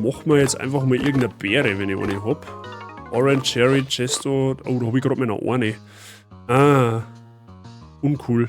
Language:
Bavarian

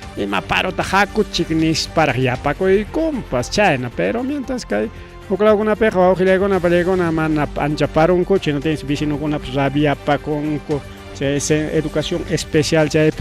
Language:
Ayacucho Quechua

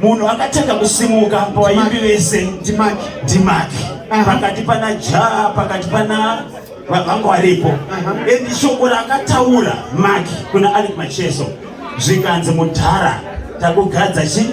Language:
Shona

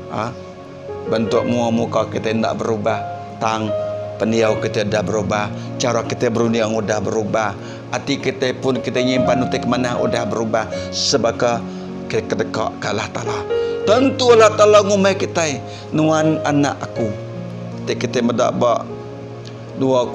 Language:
Iban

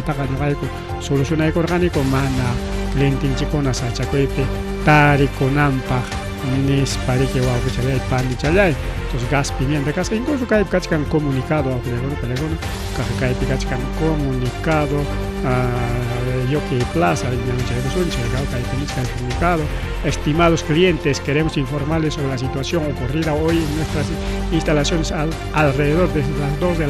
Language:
Ayacucho Quechua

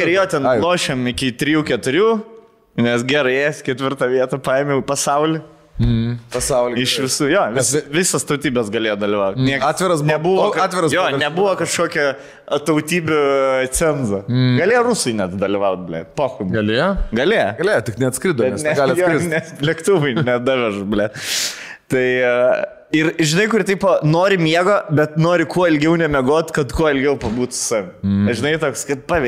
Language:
Lithuanian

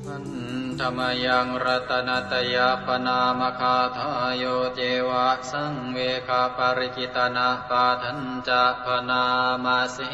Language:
Pali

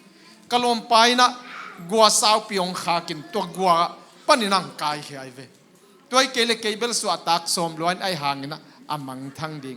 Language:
Tedim Chin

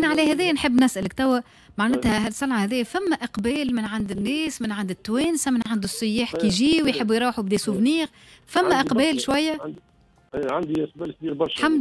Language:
Tunisian Arabic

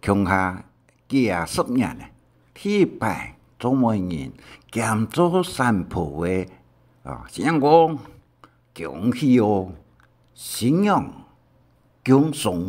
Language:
Hakka Chinese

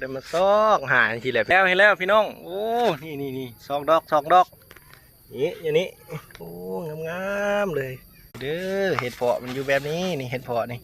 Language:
Lao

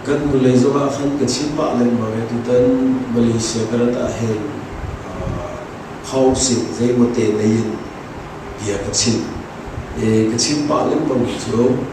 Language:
Hakha Chin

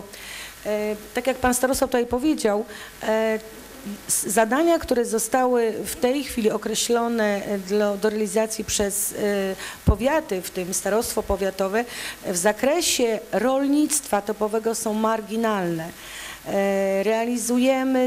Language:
Polish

